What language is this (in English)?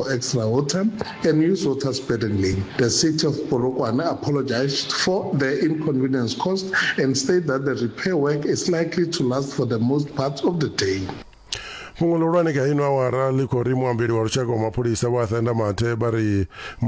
Venda